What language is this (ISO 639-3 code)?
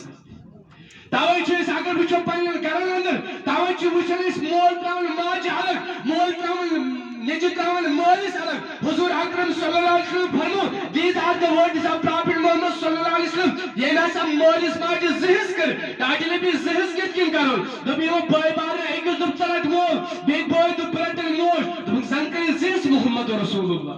kas